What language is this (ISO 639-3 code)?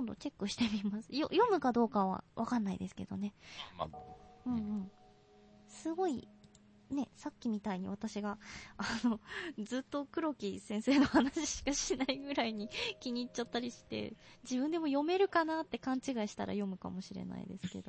jpn